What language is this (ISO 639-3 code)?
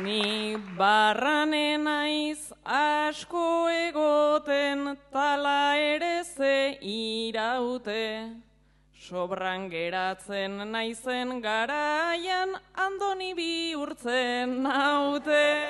eus